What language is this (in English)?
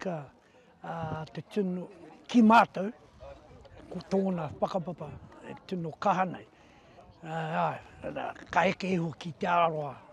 Māori